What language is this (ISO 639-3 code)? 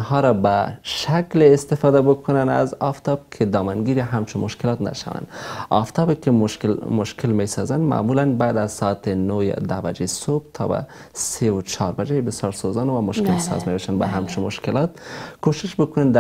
fas